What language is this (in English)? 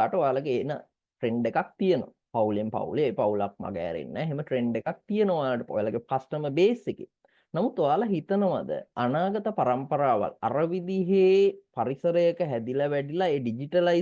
Sinhala